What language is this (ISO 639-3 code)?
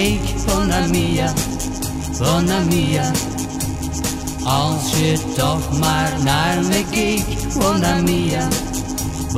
nld